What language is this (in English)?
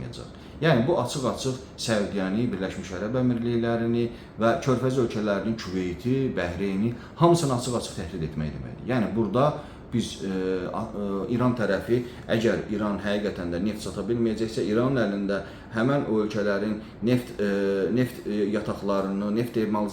Azerbaijani